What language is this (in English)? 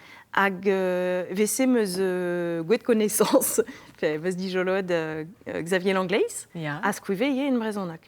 Breton